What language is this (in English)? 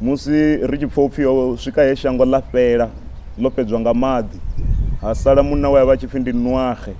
Venda